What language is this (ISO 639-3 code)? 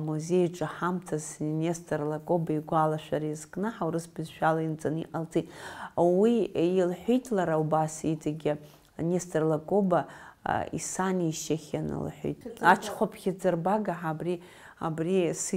abk